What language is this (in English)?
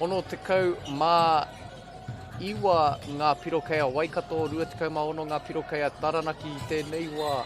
Māori